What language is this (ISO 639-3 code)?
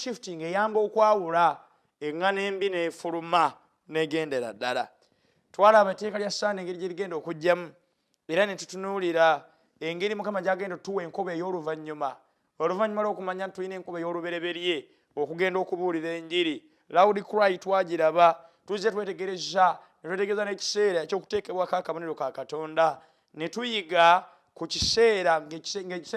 lug